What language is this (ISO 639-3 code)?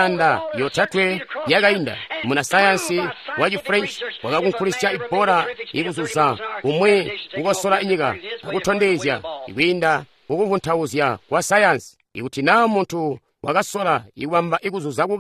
toi